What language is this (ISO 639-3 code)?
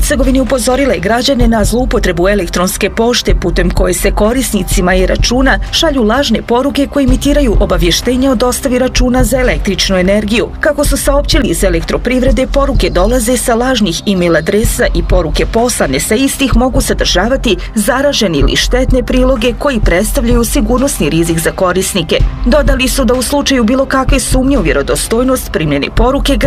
bos